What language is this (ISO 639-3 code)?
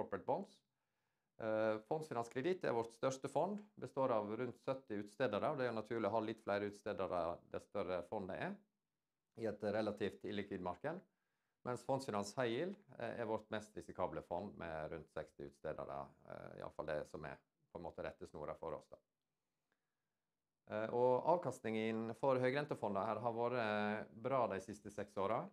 nor